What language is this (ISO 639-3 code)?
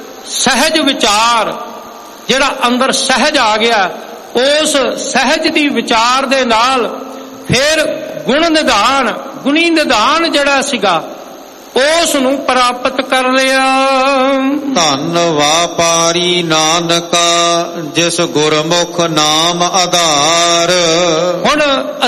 pan